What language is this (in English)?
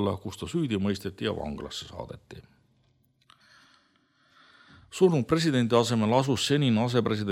Estonian